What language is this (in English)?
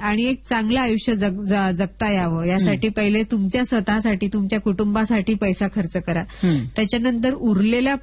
Marathi